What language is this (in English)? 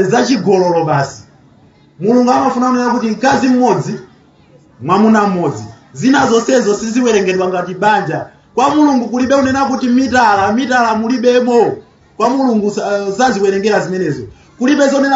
Nyanja